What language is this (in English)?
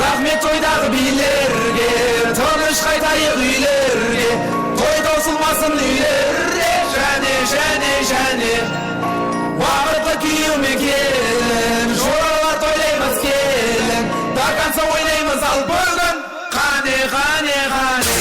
Kara-Kalpak